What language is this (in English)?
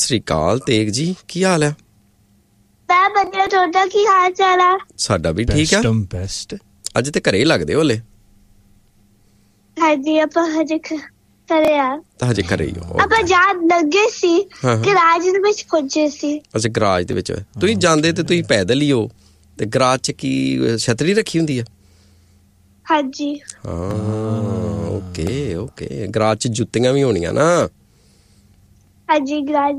Punjabi